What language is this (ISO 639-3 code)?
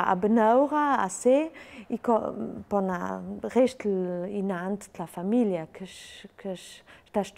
lld